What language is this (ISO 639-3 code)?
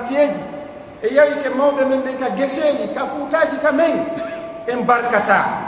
fuf